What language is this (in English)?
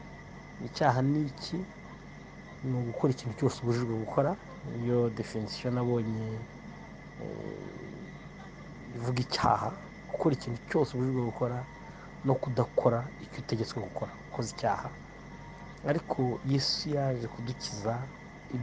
Kinyarwanda